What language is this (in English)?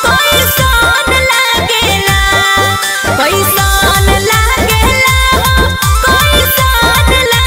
Magahi